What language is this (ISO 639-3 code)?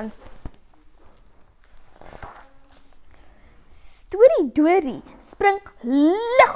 afr